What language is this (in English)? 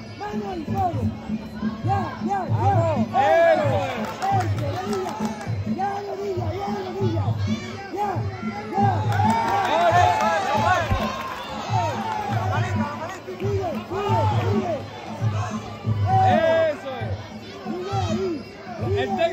Spanish